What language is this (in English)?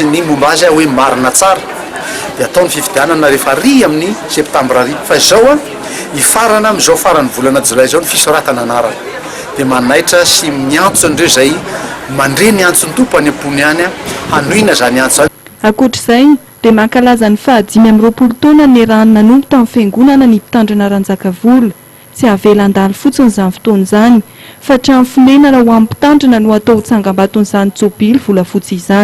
Malagasy